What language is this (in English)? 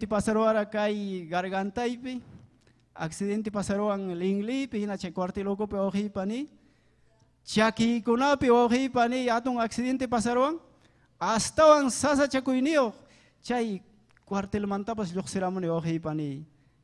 Ayacucho Quechua